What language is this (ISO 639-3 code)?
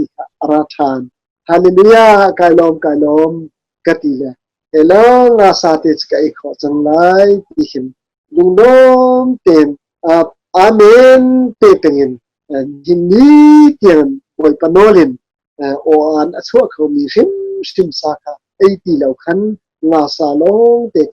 cnh